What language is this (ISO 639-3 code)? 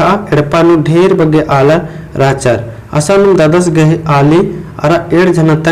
kru